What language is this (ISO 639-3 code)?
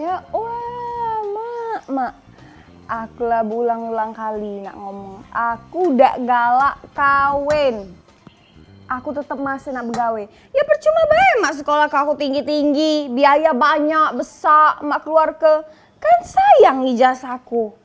mui